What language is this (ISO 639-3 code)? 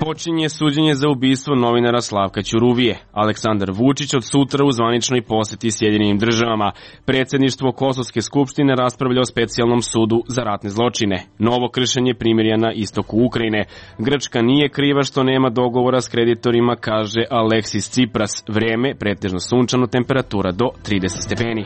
srp